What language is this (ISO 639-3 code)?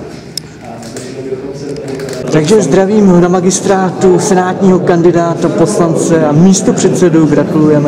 ces